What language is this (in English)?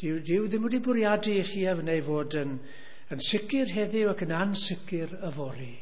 Welsh